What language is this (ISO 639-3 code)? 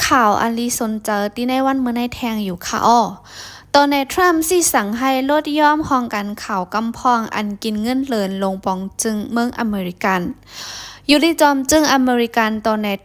shn